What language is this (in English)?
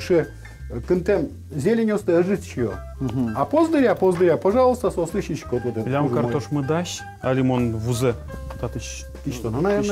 Udmurt